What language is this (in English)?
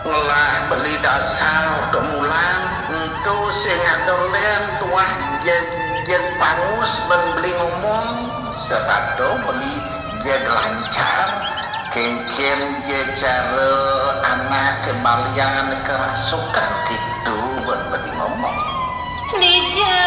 Balinese